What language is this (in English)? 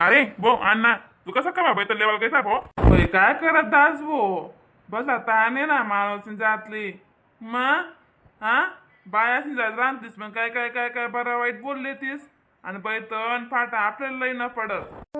Khandesi